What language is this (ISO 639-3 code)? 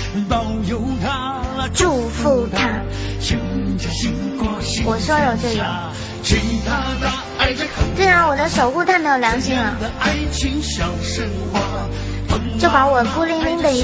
zho